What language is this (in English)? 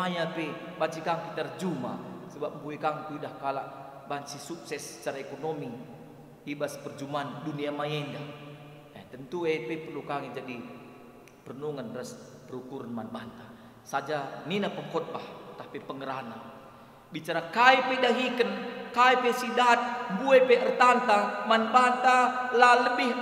Batak Karo